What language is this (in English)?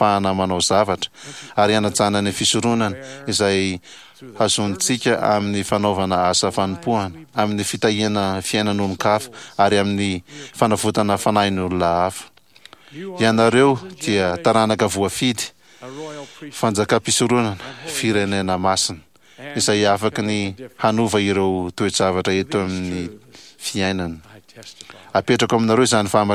Malagasy